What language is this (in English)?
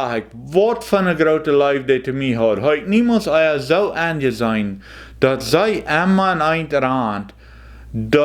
Plautdietsch